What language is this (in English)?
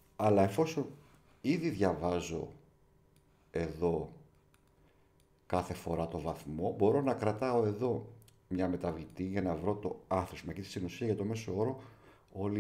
Greek